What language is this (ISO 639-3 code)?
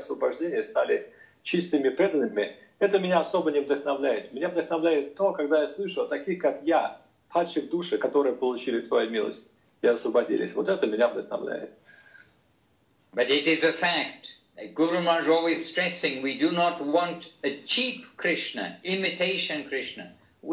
rus